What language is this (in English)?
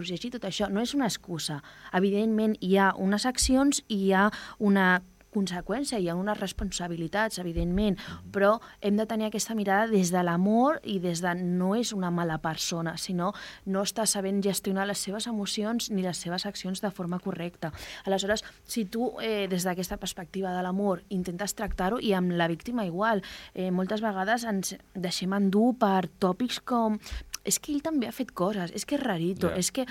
Catalan